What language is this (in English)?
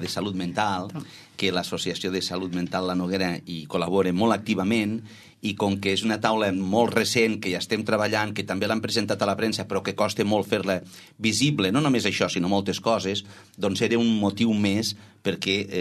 Catalan